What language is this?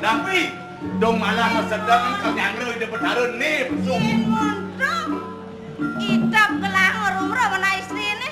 Balinese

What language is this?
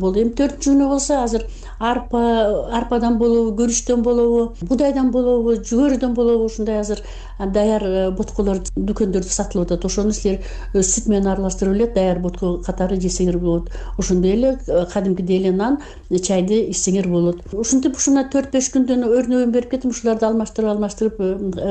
Kyrgyz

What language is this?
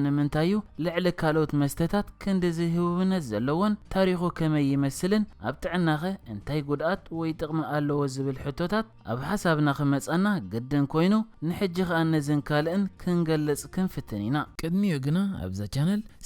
Tigrinya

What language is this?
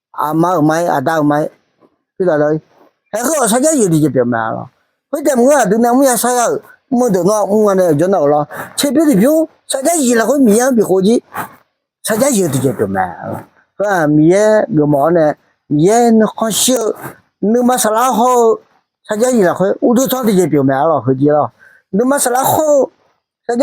Akha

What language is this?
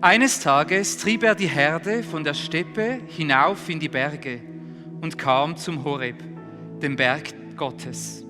Swiss German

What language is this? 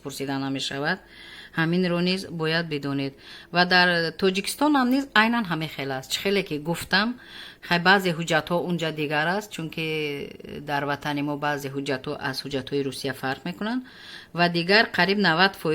Tajik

